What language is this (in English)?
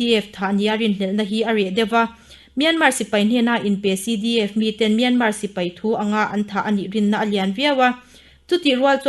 Mizo